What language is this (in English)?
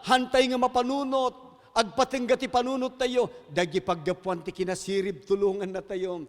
Iloko